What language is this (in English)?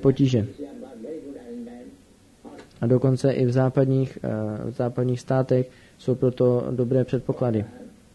Czech